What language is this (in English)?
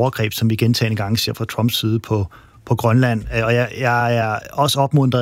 Danish